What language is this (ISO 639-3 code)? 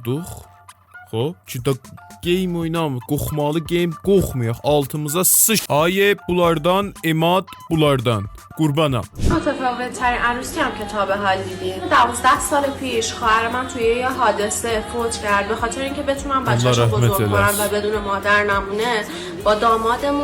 azb